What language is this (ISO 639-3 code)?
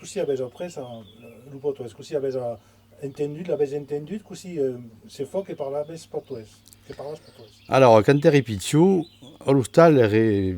oci